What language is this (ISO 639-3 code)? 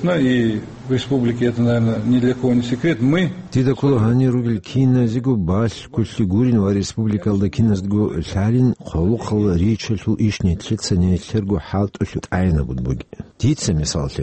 ava